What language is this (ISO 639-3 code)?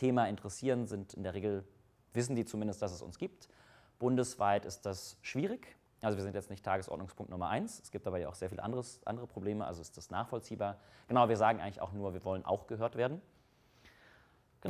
deu